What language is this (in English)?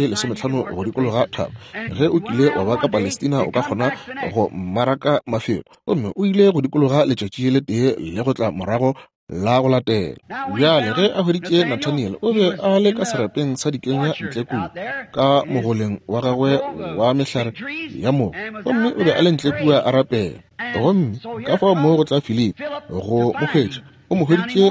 Northern Sotho